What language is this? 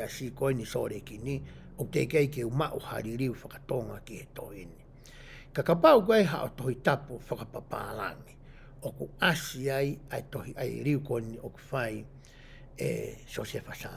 Tongan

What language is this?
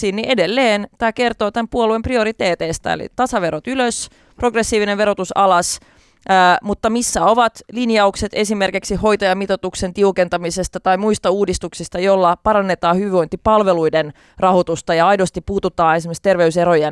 Finnish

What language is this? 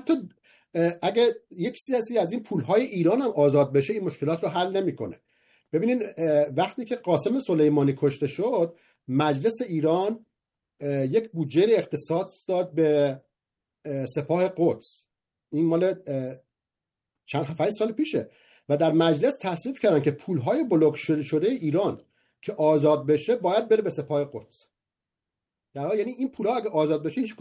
Persian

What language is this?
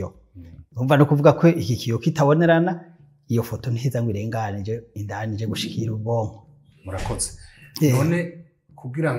Rundi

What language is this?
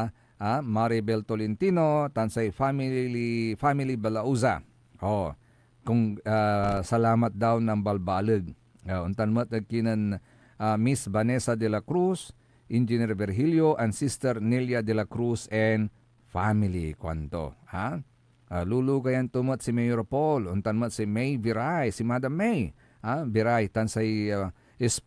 Pangasinan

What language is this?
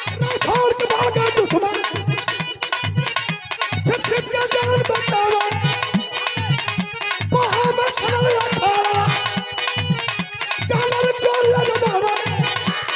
Bhojpuri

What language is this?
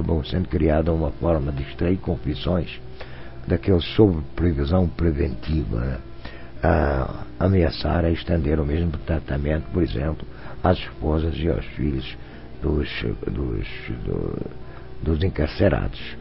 Portuguese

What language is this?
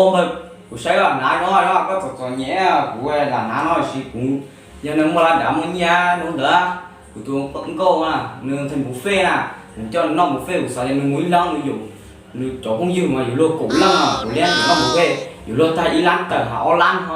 Hmong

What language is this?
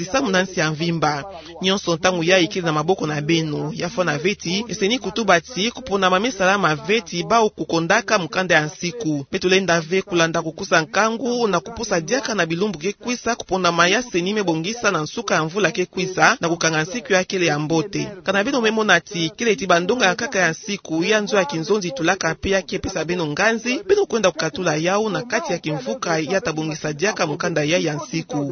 Kituba (Democratic Republic of Congo)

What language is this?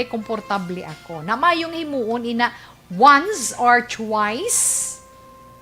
Hiligaynon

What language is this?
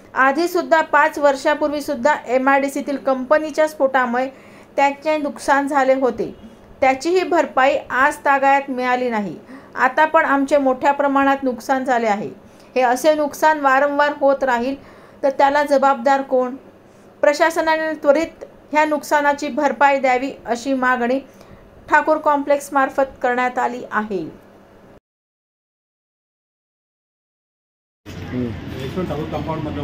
Marathi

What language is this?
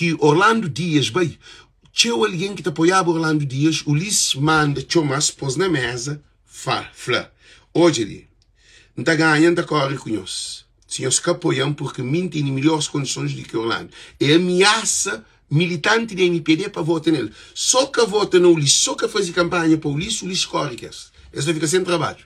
Kabuverdianu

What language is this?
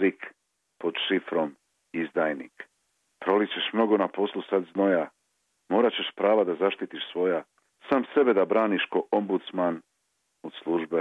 Serbian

